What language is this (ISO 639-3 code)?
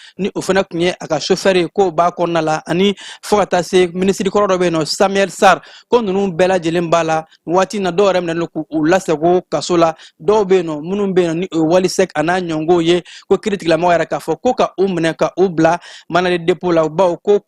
bam